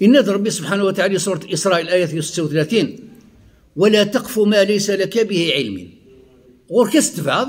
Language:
Kabyle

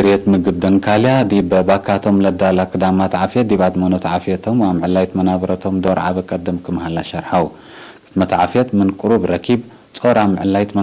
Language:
Tigre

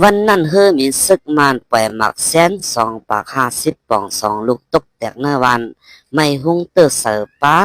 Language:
Shan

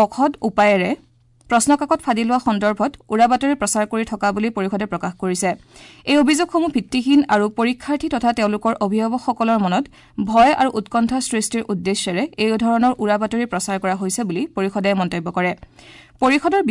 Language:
Assamese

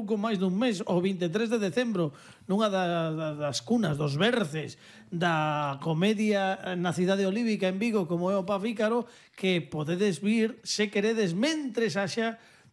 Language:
Galician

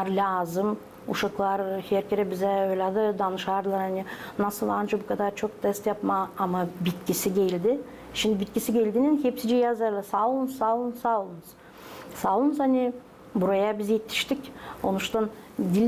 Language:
Gagauz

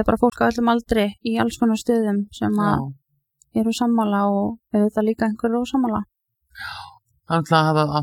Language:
Icelandic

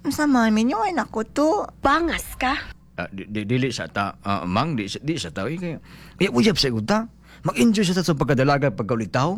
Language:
Cebuano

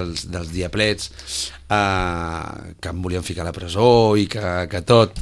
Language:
Catalan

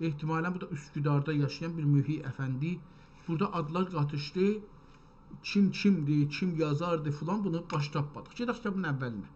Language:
South Azerbaijani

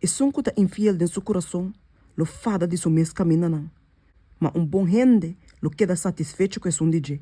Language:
Papiamento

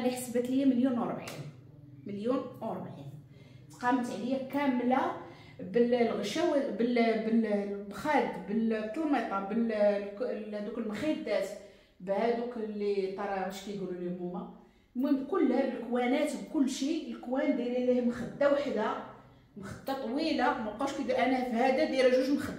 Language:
Moroccan Arabic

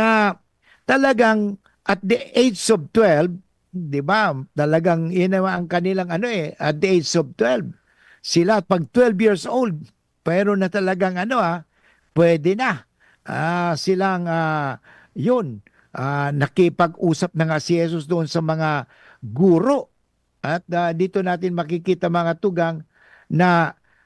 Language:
Bikol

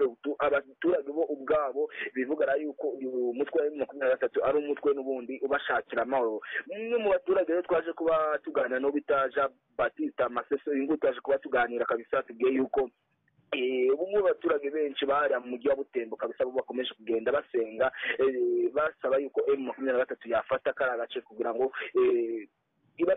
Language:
Kinyarwanda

